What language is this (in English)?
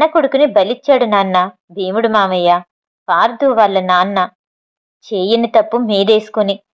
Telugu